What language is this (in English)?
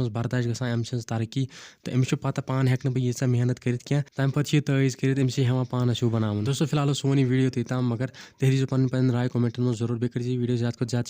Kashmiri